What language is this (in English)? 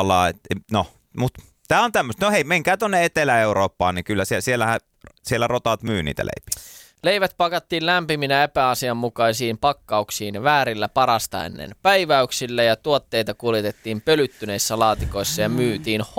Finnish